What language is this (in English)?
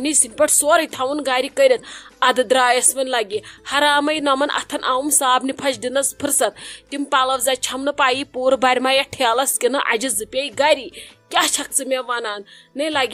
Kashmiri